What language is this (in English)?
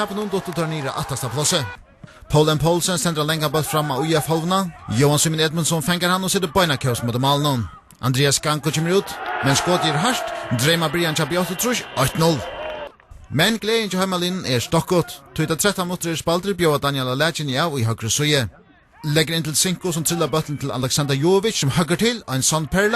Faroese